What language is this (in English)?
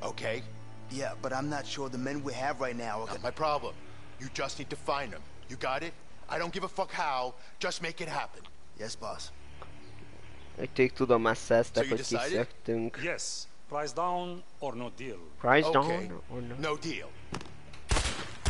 Hungarian